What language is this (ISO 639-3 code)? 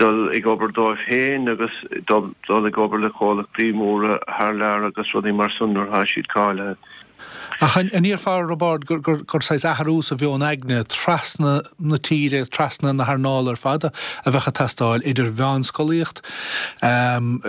gle